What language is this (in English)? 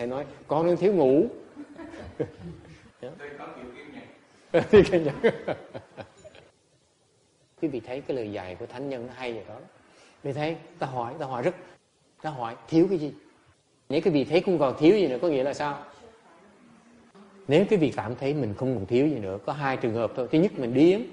Vietnamese